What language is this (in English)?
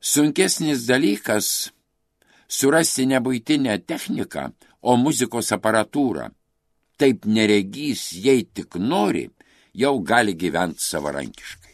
Lithuanian